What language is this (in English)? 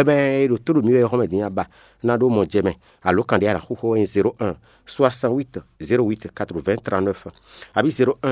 Fon